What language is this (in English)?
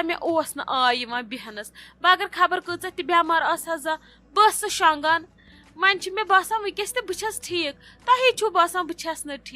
Kashmiri